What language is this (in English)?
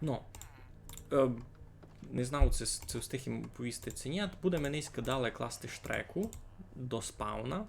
Rusyn